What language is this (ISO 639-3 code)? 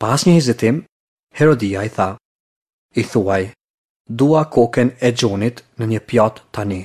sqi